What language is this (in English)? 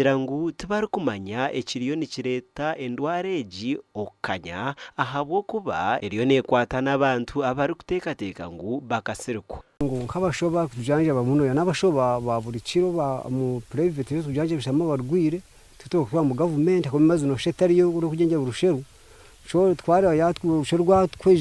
Nyankole